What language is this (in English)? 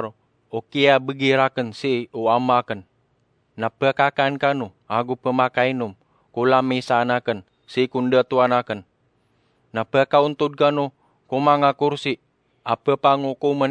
Maranao